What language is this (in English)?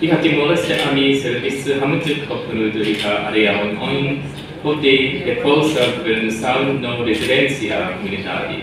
Tetum